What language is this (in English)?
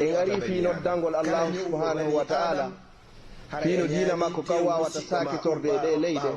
Pular